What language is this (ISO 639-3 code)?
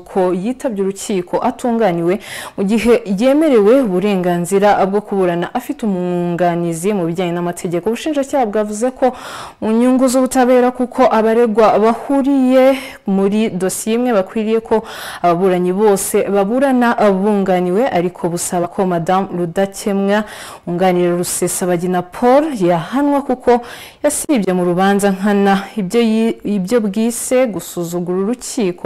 kin